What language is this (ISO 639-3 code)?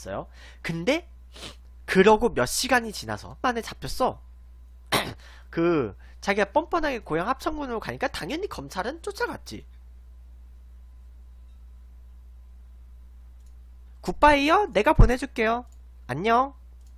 kor